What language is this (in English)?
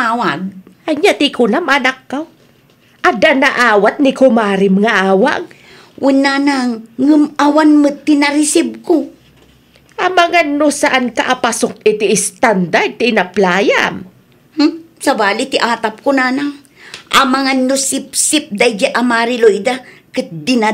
Iloko